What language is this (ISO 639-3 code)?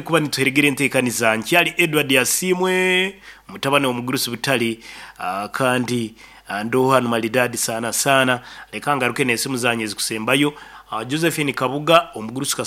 nyn